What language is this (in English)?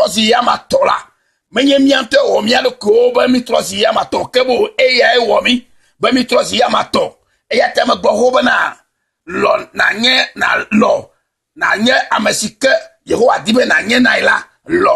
Ewe